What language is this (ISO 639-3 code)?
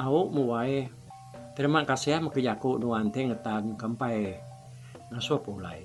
iba